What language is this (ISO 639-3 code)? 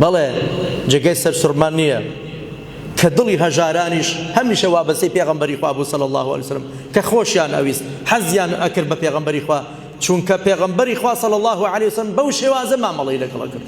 ckb